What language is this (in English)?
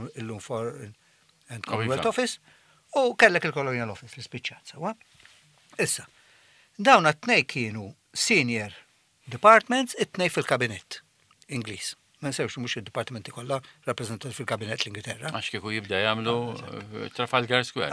Maltese